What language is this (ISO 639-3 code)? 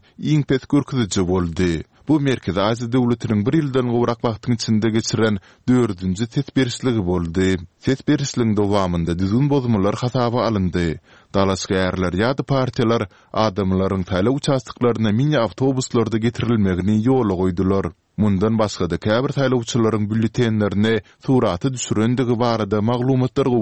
tuk